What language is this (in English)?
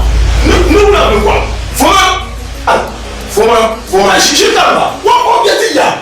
Dagbani